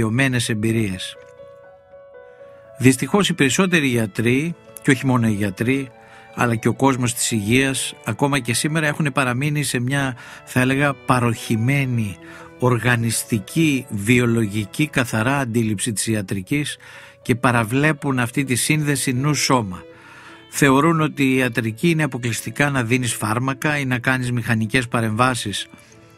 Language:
Greek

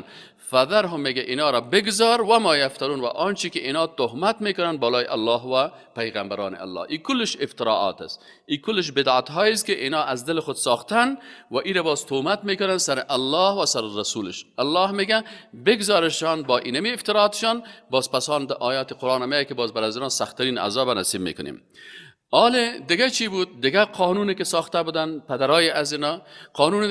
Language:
Persian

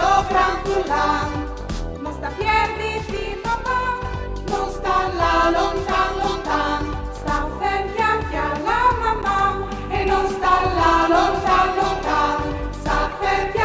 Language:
Friulian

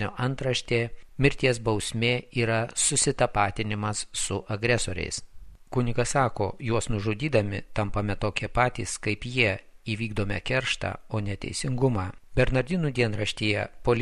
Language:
Lithuanian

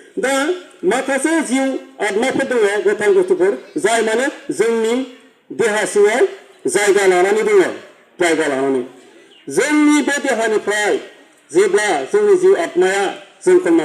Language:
Bodo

